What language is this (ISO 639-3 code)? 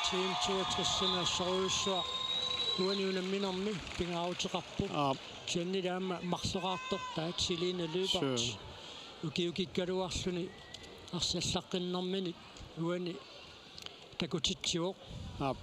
kal